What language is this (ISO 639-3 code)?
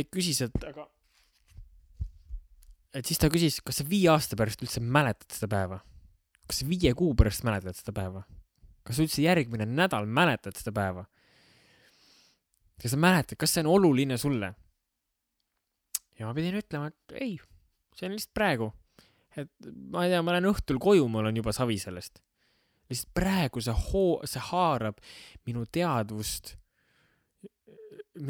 est